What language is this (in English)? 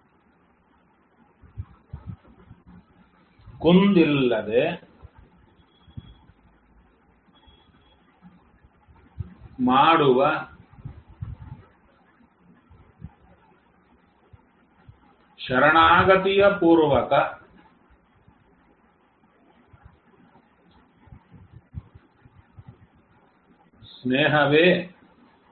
Kannada